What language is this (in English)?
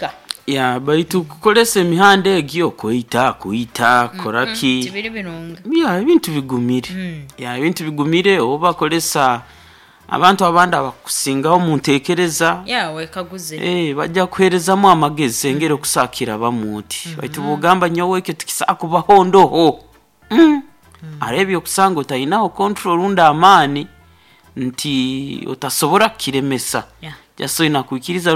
Nyoro